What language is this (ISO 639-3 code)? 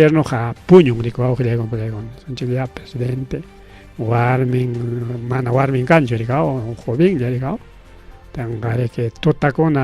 quy